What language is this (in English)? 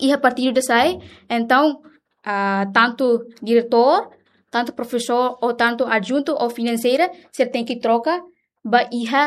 Tetum